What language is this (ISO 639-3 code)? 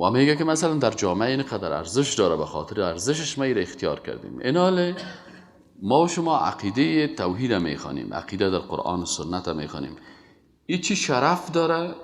fas